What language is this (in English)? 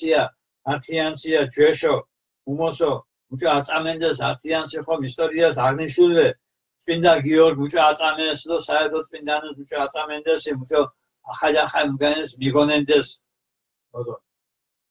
Mingrelian